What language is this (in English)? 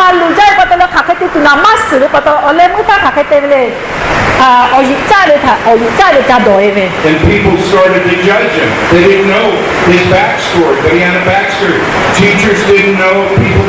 Lahu